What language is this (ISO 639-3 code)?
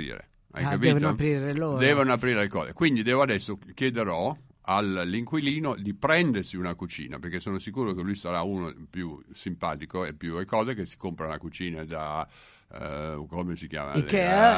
ita